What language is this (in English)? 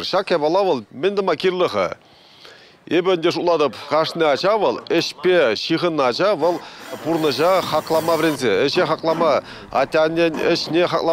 Chuvash